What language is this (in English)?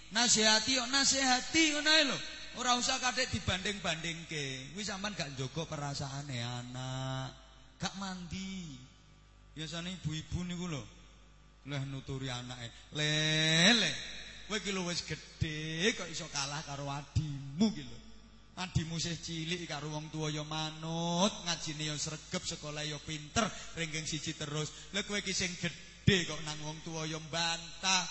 Javanese